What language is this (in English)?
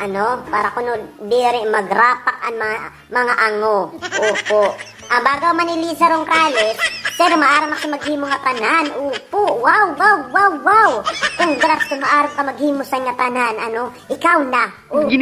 Waray